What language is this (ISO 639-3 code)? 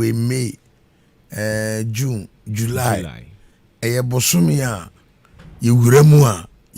aka